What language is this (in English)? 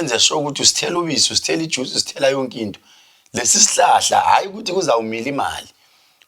Zulu